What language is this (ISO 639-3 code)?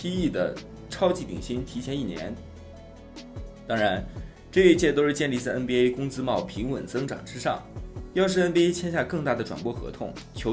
zho